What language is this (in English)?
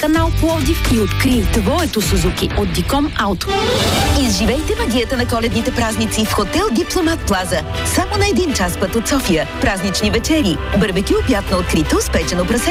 Bulgarian